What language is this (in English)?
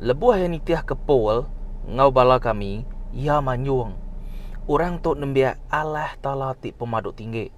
Iban